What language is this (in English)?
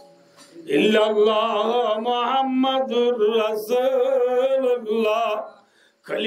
Rohingya